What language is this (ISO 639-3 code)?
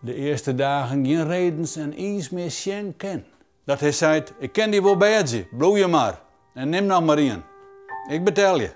fry